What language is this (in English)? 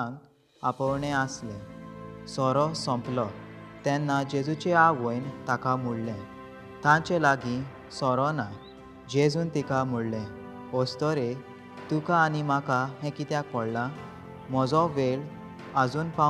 Konkani